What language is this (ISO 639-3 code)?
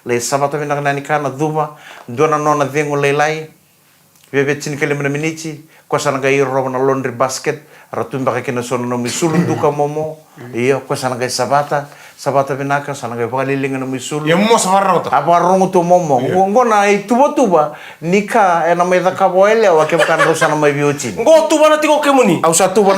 fij